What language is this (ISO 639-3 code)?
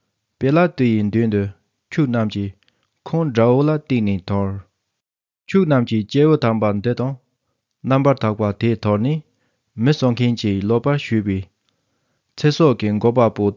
bod